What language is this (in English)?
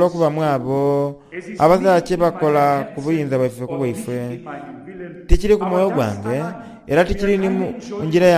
Soga